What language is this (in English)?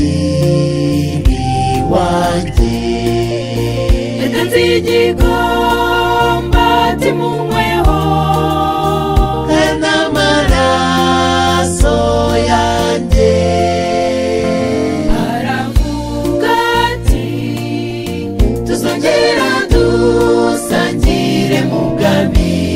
Kinyarwanda